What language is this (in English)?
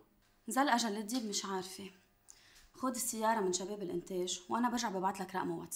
North Levantine Arabic